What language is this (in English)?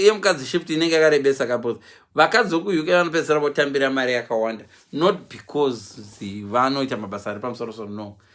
Shona